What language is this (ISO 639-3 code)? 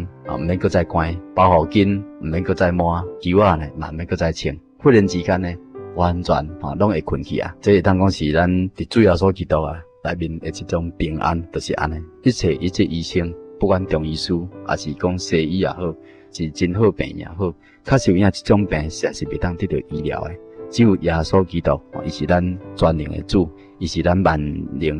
nan